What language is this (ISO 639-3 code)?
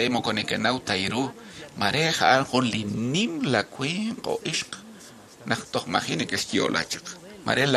kek